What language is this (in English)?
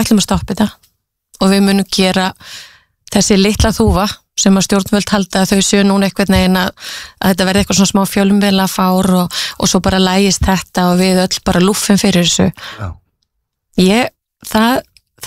Icelandic